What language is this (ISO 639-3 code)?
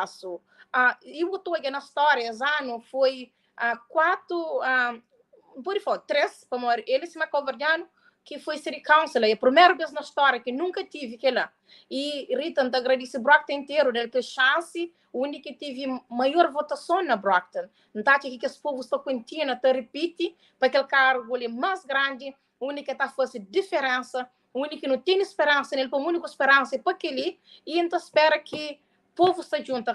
kea